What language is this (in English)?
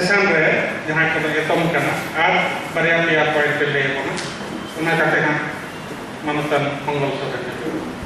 Santali